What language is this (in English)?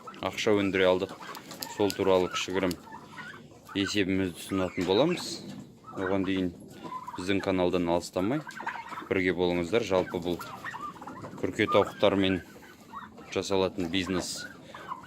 Kazakh